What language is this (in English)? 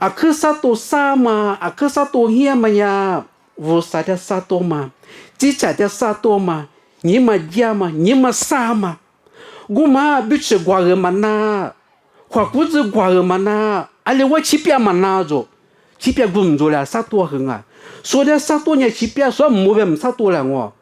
Lisu